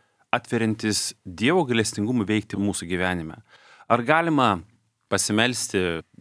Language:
Lithuanian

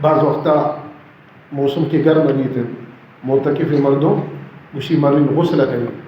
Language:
Baluchi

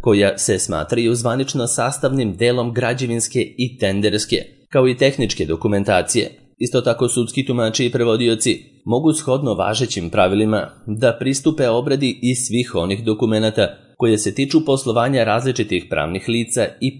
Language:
Serbian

